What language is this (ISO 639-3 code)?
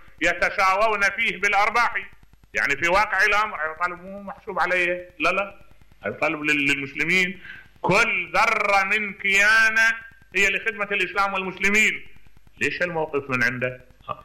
acm